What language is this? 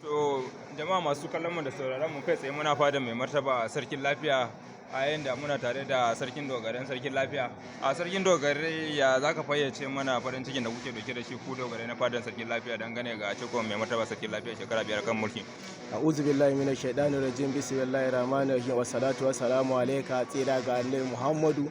Hausa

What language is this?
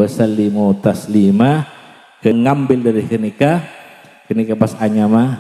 Madurese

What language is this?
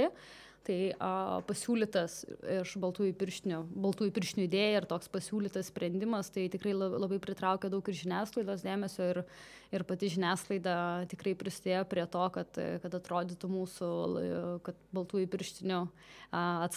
Lithuanian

